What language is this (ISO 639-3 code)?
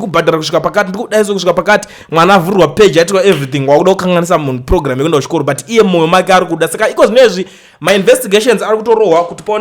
sna